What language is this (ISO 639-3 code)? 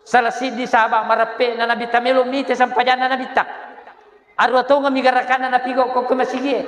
bug